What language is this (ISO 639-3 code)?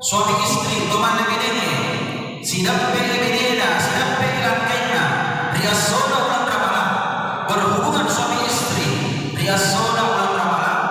bug